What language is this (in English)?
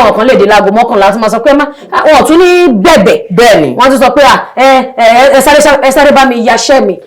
Yoruba